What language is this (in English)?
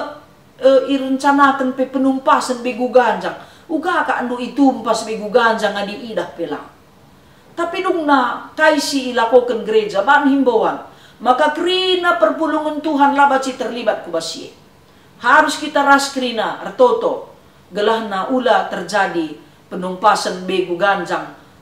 Batak Karo